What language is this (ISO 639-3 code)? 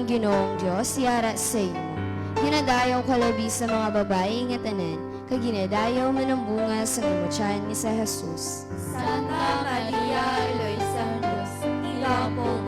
hil